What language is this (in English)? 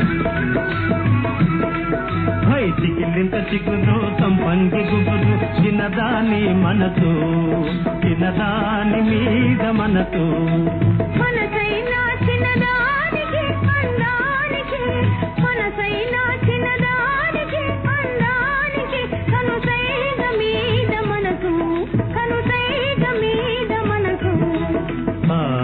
Telugu